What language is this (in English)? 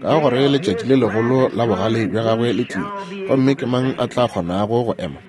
Northern Sotho